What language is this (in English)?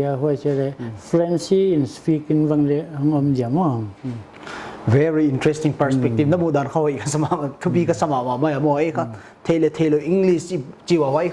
Paite Chin